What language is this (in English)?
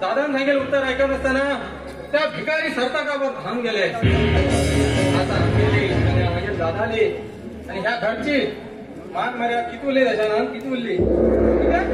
Konkani